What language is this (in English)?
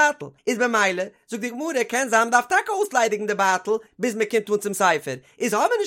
Yiddish